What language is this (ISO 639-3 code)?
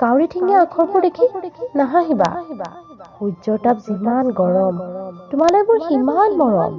asm